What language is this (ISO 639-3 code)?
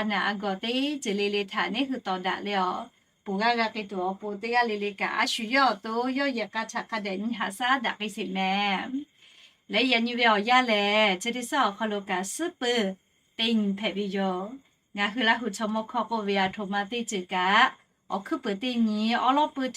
lhu